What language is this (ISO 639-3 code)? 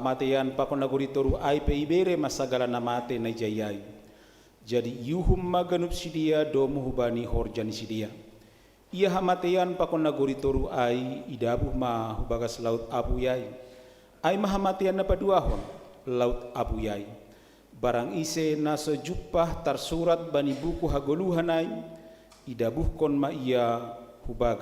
bts